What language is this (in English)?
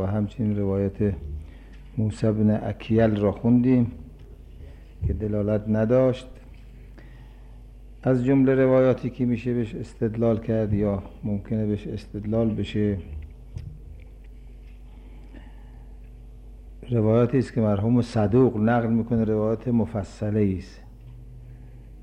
Persian